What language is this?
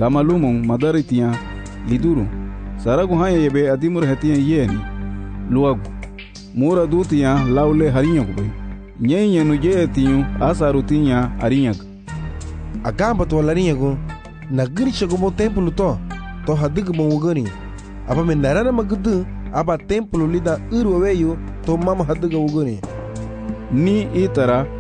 Garifuna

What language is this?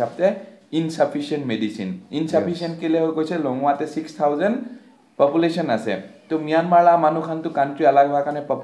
Naga Pidgin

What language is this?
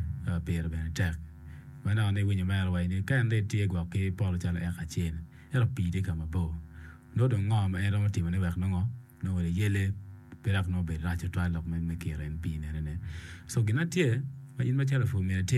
Acoli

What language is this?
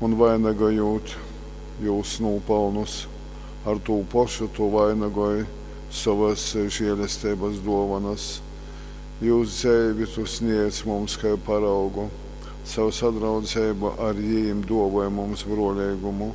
Latgalian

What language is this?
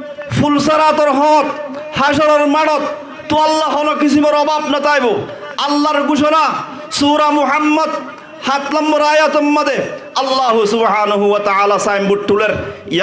Rohingya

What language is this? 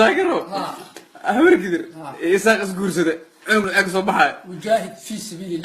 Somali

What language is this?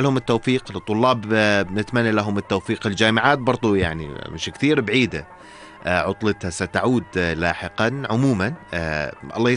North Levantine Arabic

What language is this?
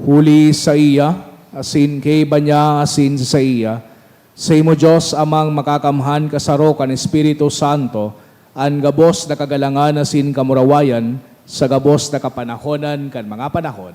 Bikol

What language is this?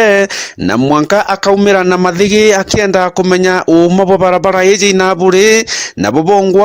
Meru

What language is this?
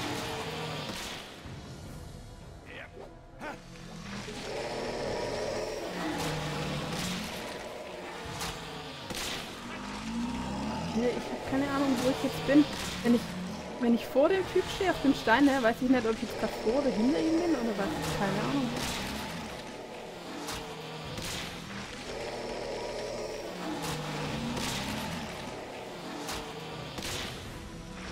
German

